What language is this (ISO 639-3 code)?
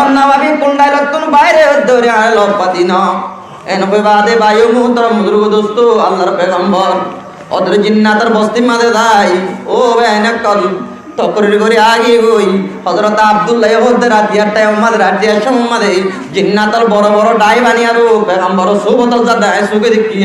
rhg